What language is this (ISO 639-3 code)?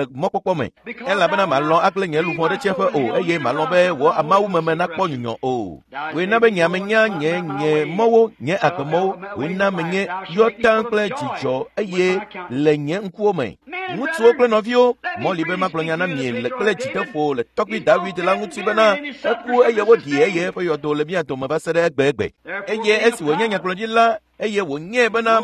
ewe